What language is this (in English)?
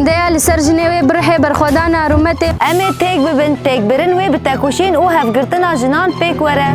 Kurdish